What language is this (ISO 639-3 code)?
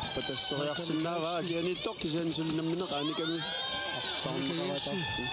kal